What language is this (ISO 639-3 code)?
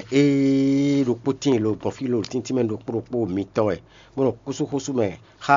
fon